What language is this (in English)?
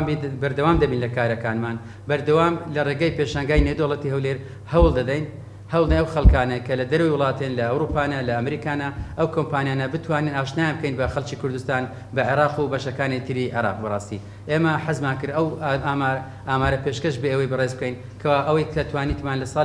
Central Kurdish